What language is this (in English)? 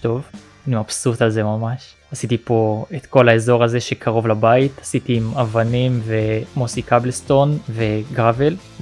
Hebrew